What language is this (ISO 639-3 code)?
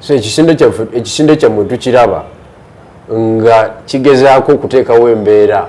lug